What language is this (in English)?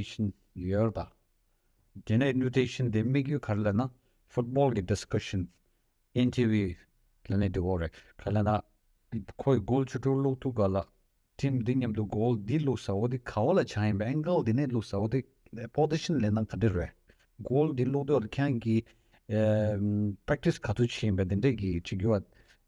Tibetan